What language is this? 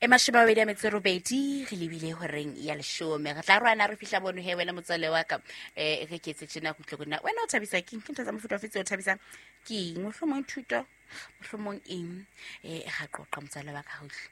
Southern Sotho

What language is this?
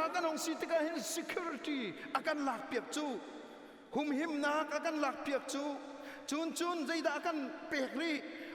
Hakha Chin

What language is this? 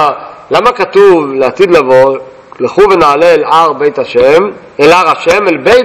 Hebrew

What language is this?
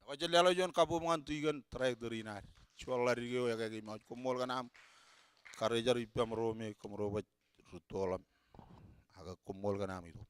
Marshallese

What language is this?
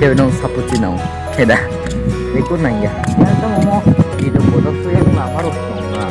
Kok Borok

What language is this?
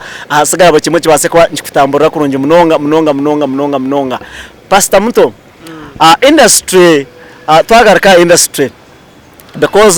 Nyankole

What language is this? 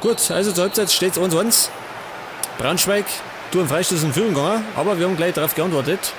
Bavarian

